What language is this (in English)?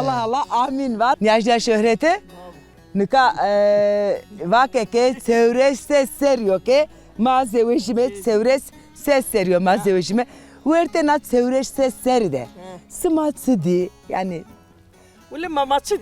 Zaza